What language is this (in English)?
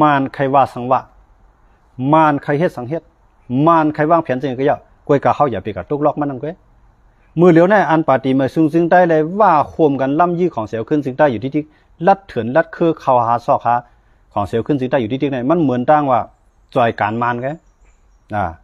Shan